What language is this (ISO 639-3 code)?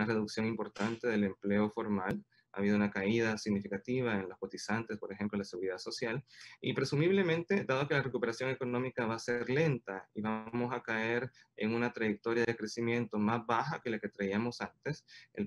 spa